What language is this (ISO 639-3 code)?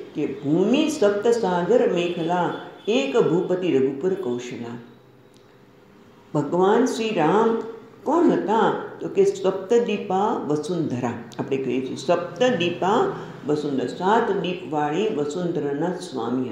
guj